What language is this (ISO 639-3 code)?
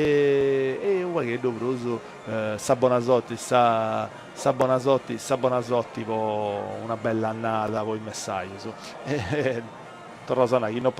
srd